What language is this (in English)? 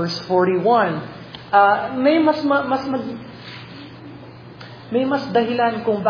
Filipino